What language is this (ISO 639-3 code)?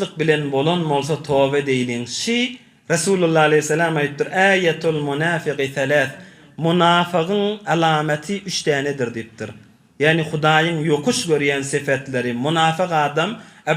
tuk